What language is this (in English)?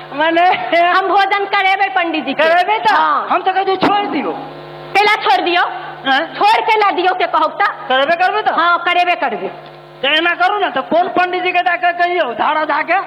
Maithili